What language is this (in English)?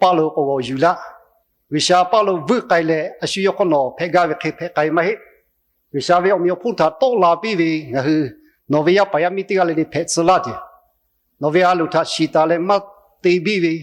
Lahu